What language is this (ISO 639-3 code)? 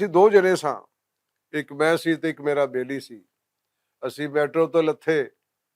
lah